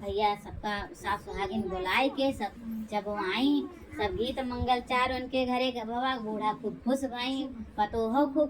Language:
Awadhi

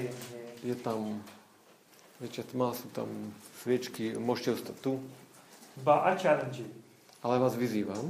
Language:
Slovak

